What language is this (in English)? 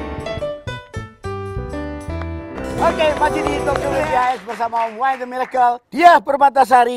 Indonesian